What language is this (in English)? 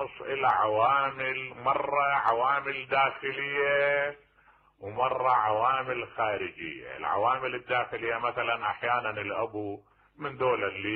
Mesopotamian Arabic